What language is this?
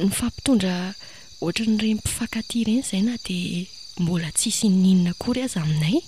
Malagasy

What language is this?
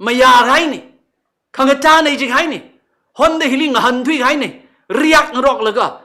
Tangkhul Naga (India)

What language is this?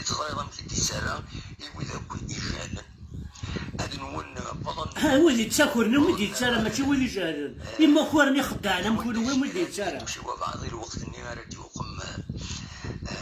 Kabyle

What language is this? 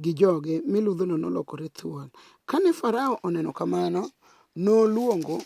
Luo (Kenya and Tanzania)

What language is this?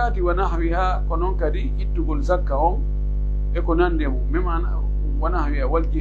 Pular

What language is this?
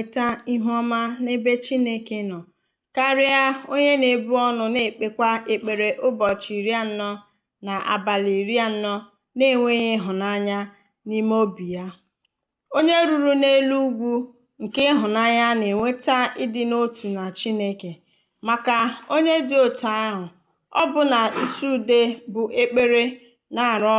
Igbo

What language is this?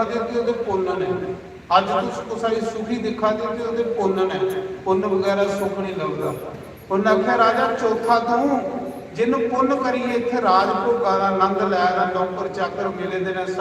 Dogri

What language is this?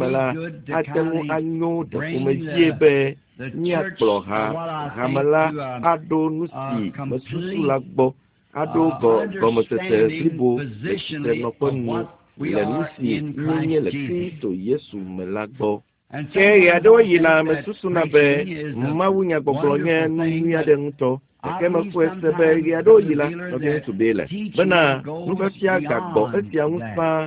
Ewe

